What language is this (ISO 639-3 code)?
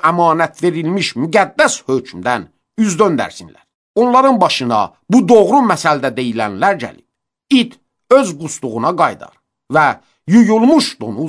aze